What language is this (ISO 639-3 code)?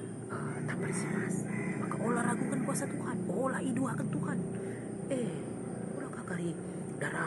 btx